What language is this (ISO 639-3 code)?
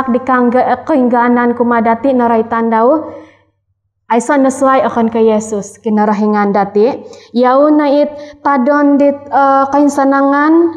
dtp